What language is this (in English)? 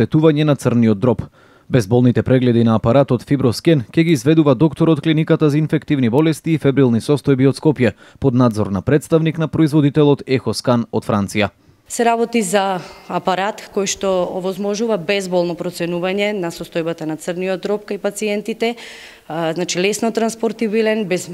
Macedonian